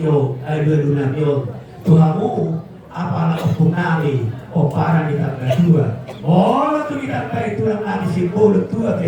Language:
Batak Toba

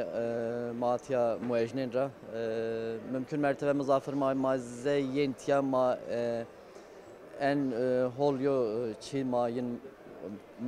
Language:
Zaza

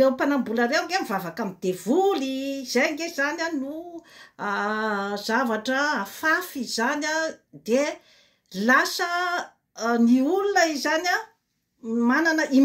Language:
Malagasy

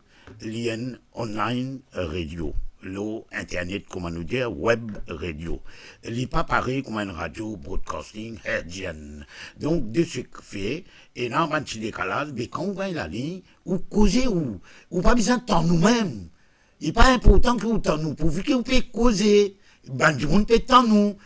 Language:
Morisyen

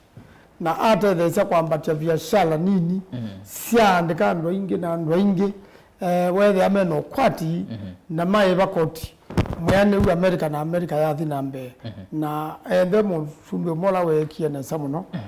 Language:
Kamba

